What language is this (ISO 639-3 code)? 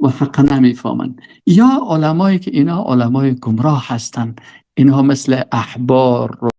fas